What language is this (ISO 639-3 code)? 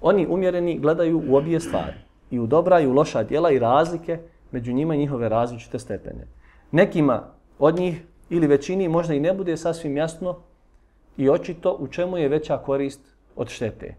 bos